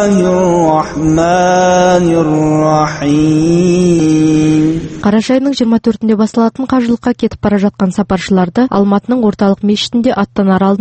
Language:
Kazakh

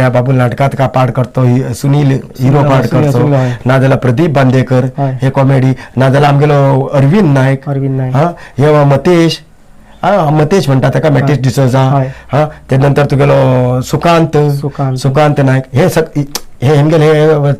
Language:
Konkani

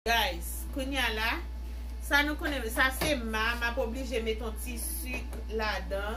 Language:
Haitian Creole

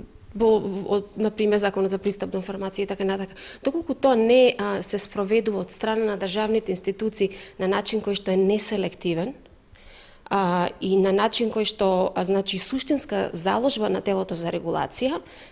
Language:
Macedonian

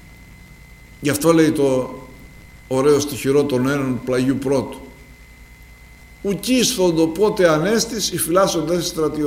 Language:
Greek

